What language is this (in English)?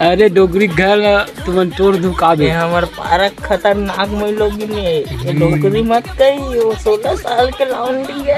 Chhattisgarhi